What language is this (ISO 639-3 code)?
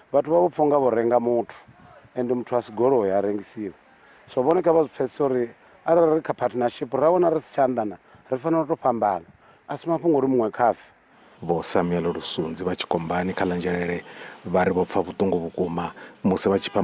ven